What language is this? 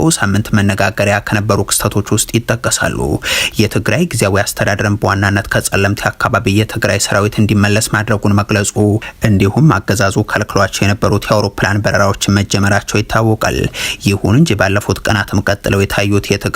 Amharic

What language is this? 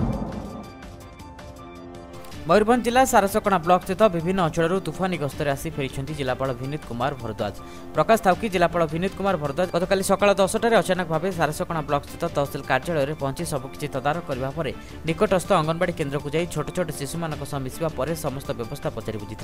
Odia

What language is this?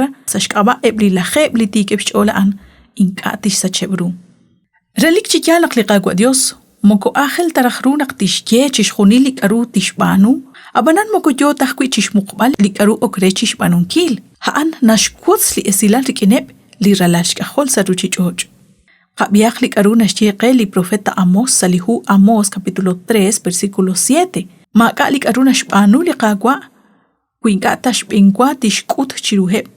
Kekchí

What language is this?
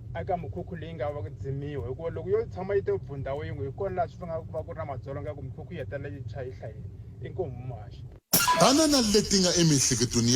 Tsonga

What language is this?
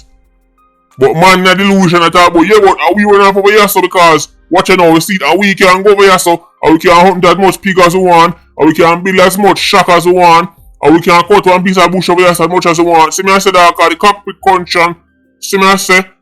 Jamaican Creole English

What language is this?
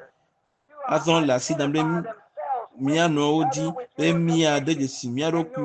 Ewe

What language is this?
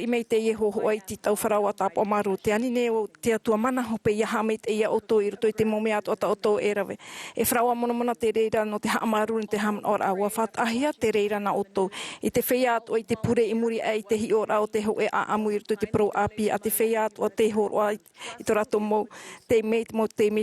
Tahitian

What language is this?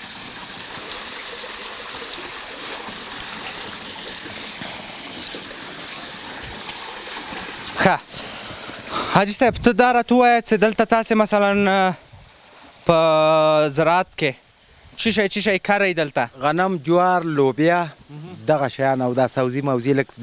Persian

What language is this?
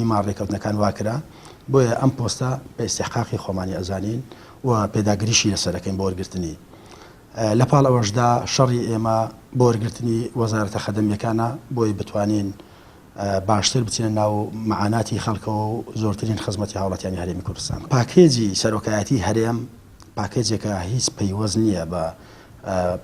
Central Kurdish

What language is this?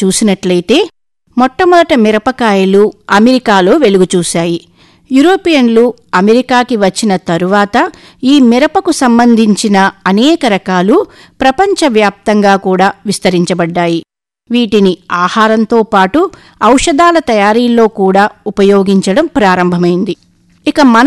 Telugu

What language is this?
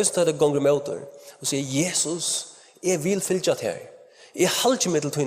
Faroese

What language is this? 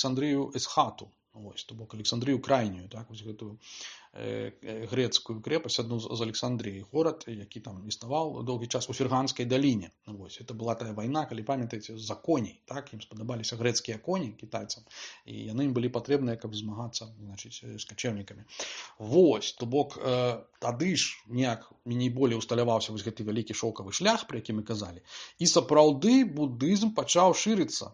Belarusian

